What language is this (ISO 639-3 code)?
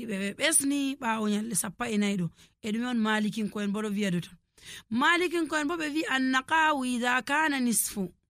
fuv